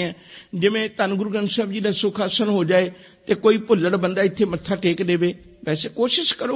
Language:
Punjabi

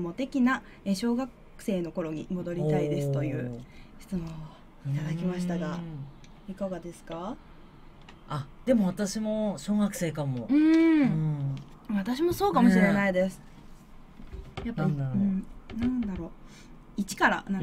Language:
Japanese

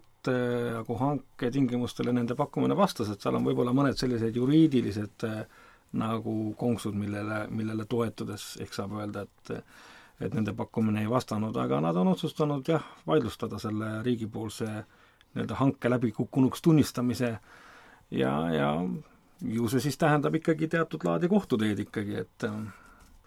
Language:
Estonian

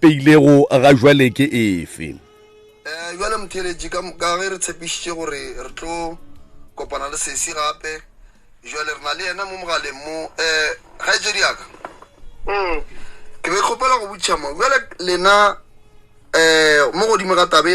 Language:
Northern Sotho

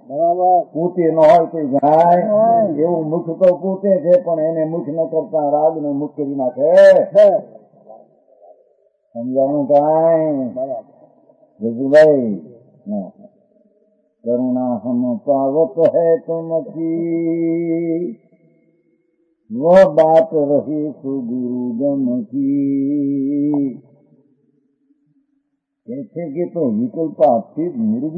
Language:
Gujarati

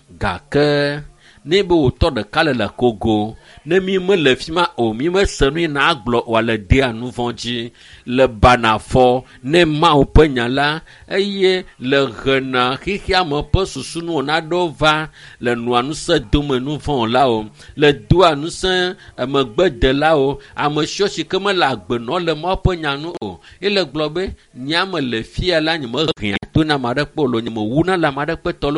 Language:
Ewe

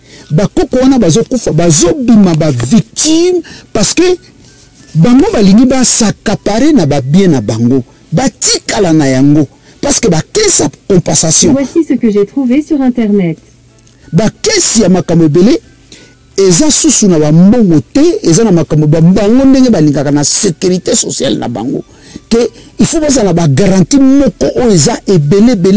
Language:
Lingala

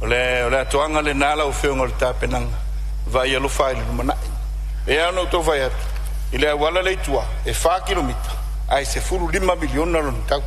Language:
Samoan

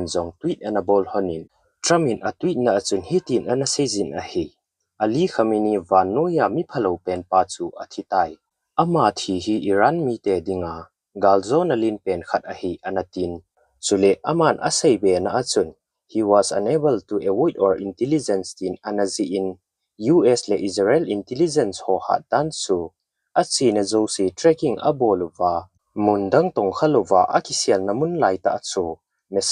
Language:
Thado Chin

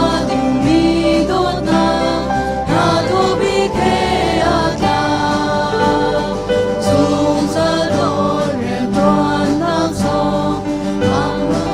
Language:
Hakha Chin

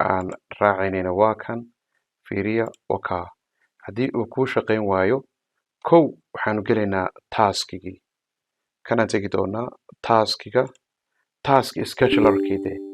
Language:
Somali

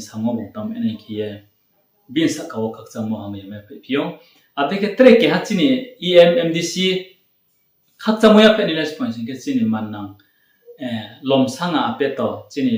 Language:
Riang (India)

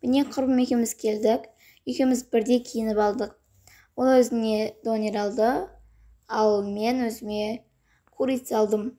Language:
Kazakh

